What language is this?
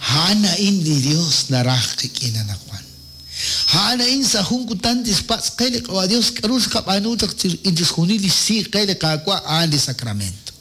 Kekchí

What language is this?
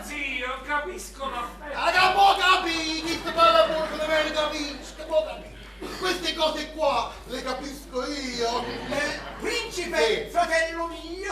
Neapolitan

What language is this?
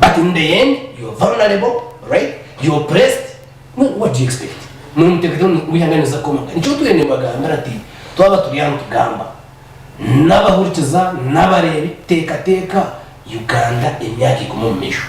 Nyankole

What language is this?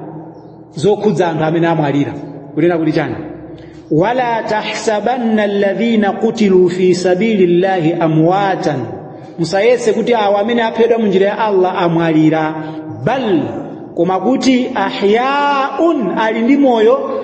Nyanja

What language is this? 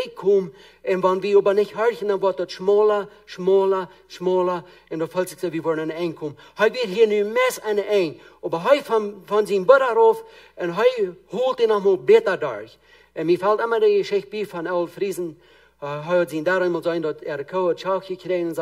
Plautdietsch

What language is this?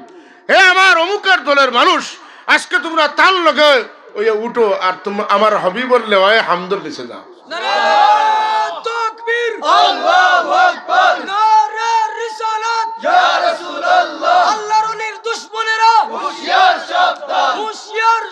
Sylheti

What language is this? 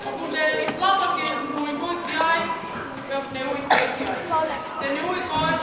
Tongan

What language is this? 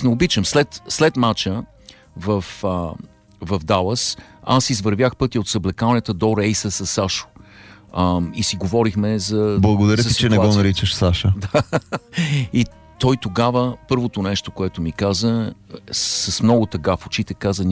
Bulgarian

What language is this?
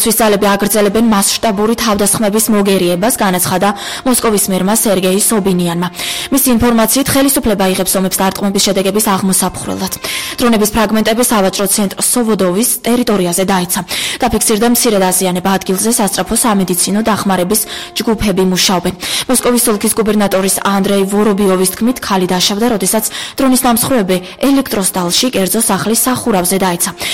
Georgian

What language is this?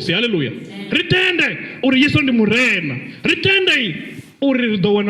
Venda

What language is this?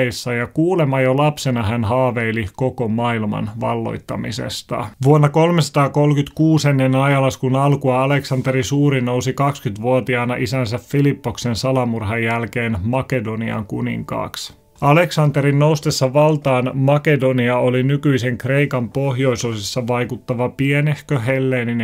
Finnish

